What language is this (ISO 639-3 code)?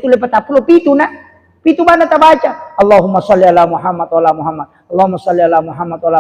bug